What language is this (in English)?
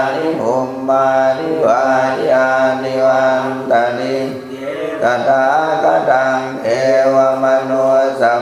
Pali